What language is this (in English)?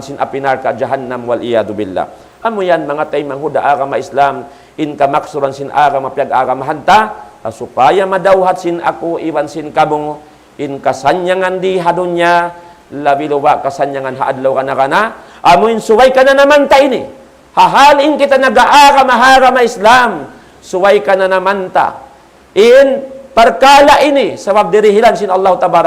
Tausug